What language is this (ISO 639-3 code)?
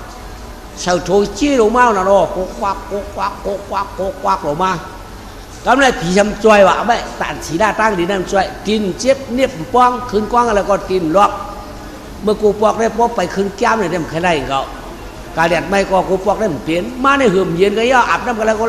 shn